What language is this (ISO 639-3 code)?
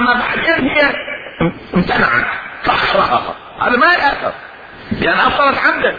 acm